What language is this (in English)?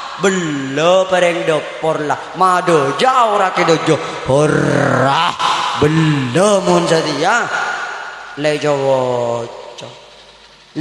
Madurese